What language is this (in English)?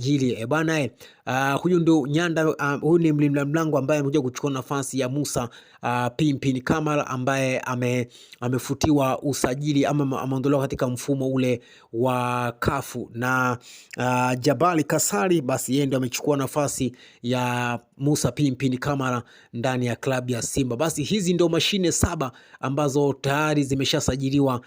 Swahili